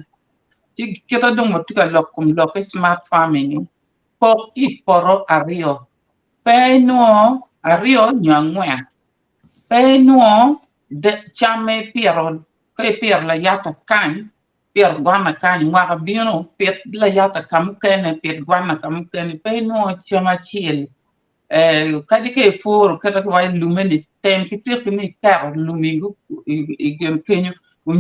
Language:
Acoli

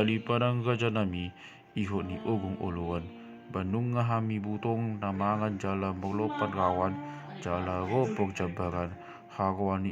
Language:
Batak Toba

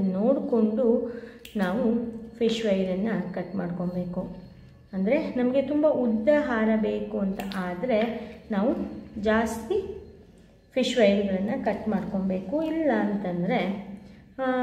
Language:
Kannada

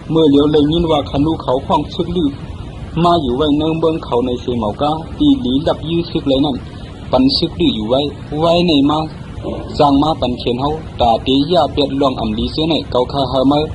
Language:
Shan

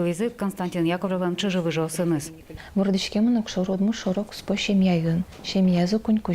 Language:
Udmurt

